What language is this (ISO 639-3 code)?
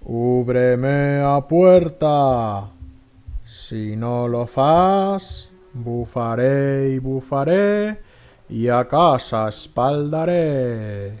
arg